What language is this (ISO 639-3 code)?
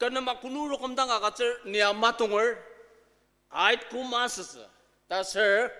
njo